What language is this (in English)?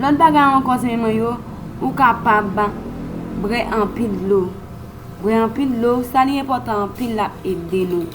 Haitian Creole